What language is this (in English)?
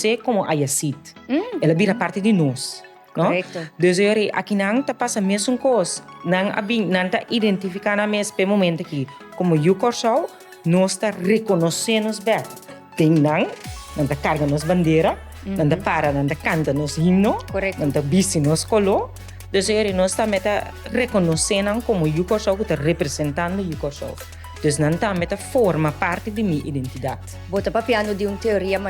Papiamento